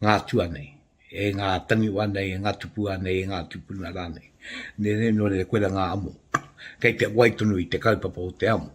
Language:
Māori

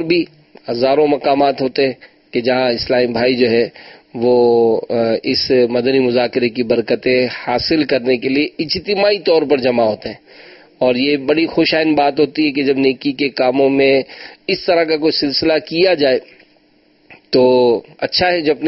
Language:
Urdu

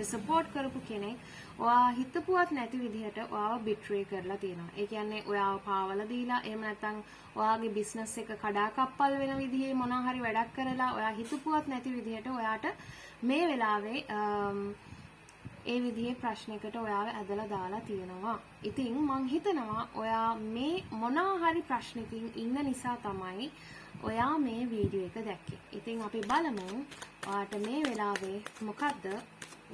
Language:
Sinhala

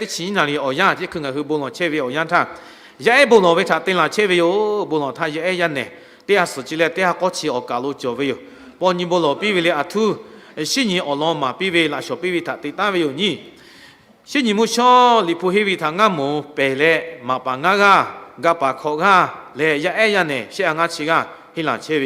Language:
Lahu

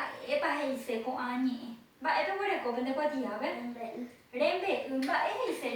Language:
Guarani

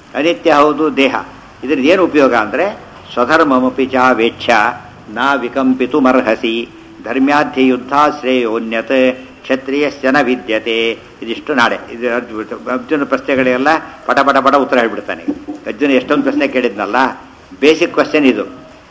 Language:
Kannada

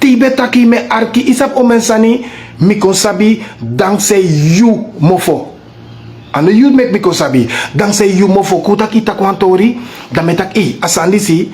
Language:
Sranan Tongo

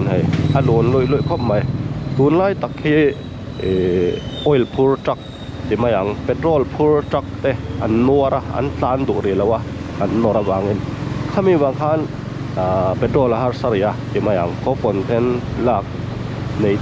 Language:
Mizo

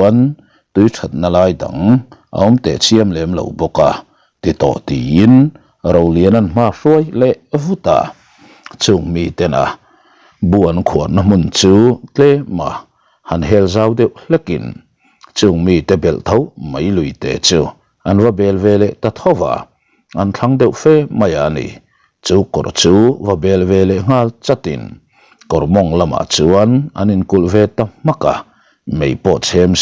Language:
Mizo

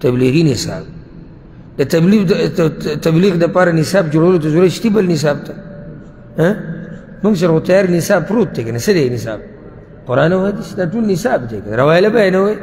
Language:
Pashto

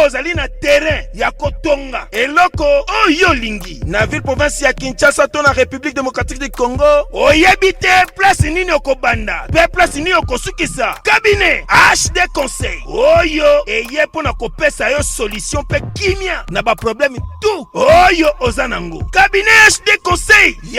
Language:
Lingala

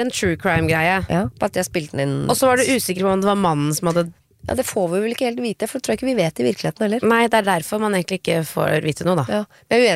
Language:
Norwegian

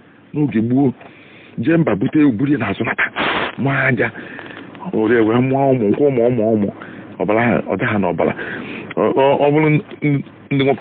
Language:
Igbo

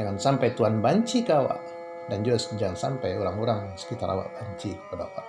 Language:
Minangkabau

